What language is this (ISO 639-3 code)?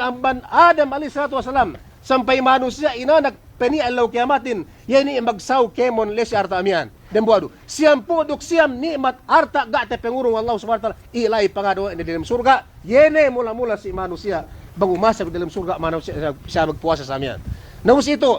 yka